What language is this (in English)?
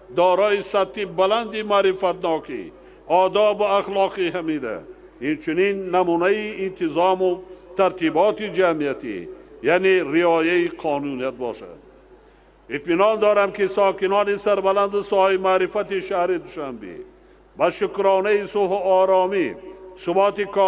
Tajik